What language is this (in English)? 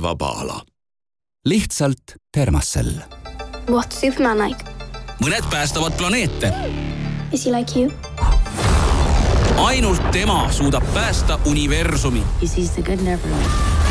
Estonian